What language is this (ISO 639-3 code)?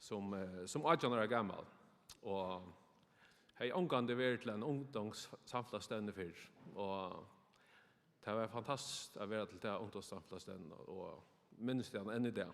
fao